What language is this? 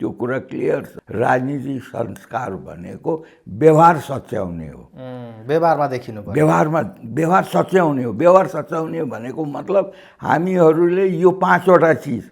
Nepali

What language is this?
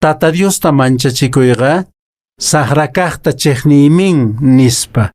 Quechua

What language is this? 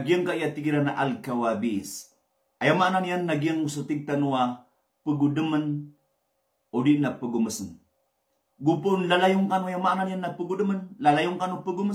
Maranao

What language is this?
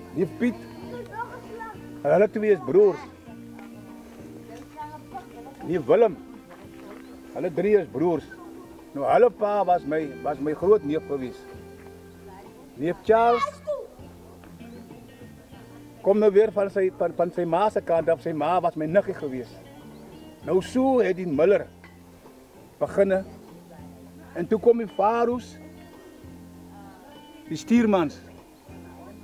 Afrikaans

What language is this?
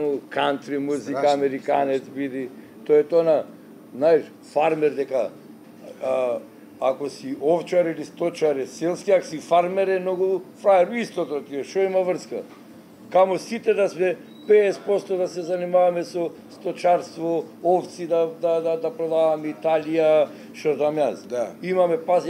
Macedonian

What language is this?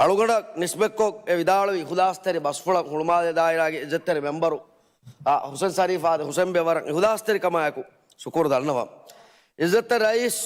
Divehi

